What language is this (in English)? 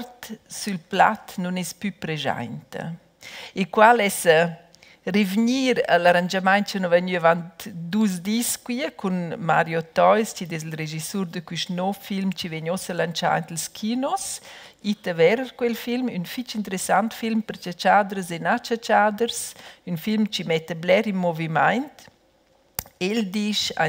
Romansh